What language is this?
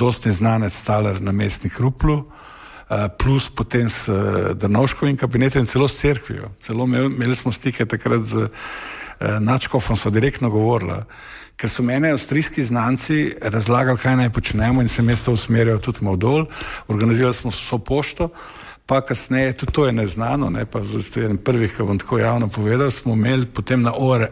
Slovenian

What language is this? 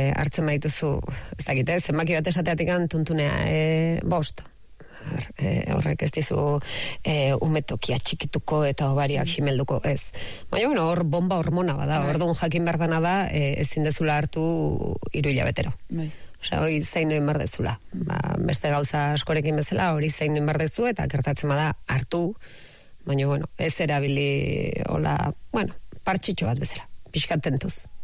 Basque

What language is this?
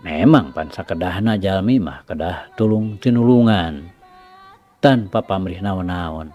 Sundanese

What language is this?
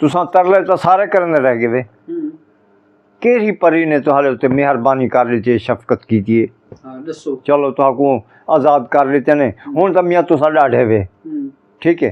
Saraiki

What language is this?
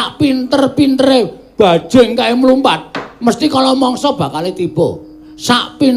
Javanese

